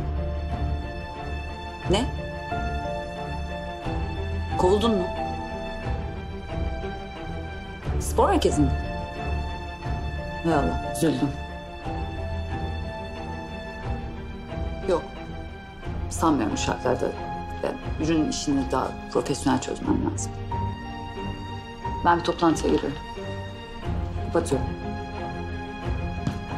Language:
Turkish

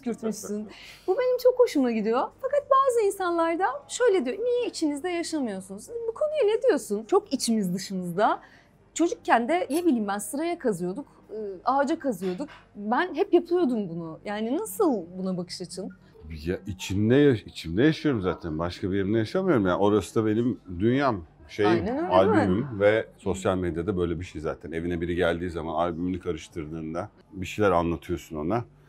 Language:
Turkish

